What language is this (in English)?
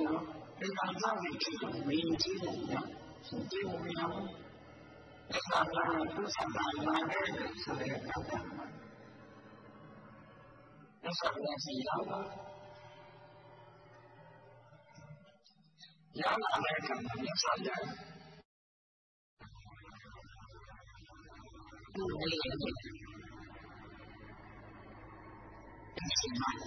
Burmese